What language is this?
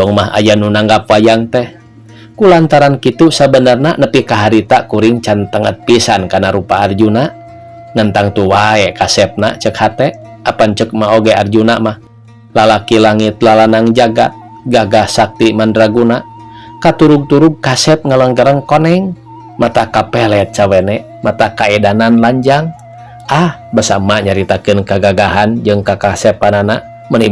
Sundanese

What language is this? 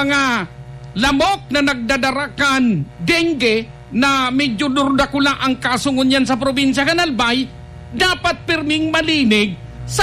Bikol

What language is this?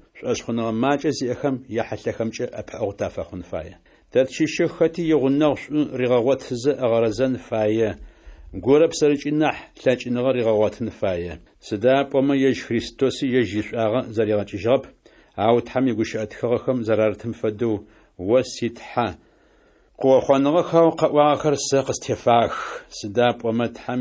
Adyghe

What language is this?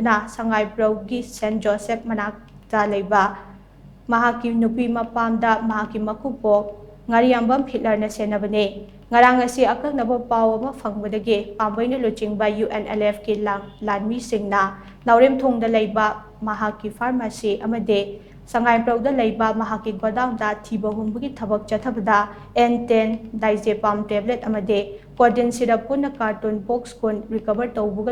Manipuri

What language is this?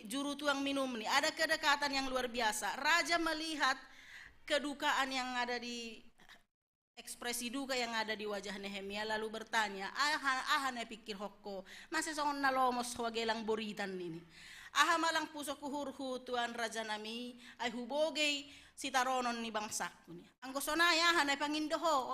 Batak Simalungun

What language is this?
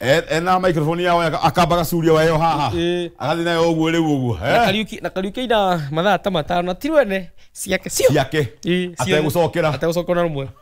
Kikuyu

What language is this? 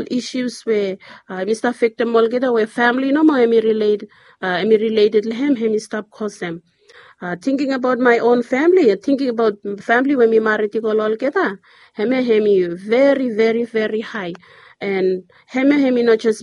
Bislama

